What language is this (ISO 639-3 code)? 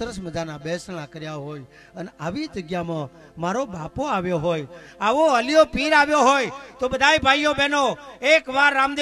guj